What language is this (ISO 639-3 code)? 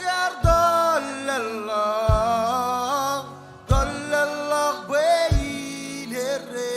mah